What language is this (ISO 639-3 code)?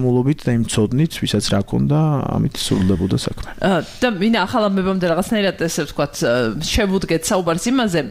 kat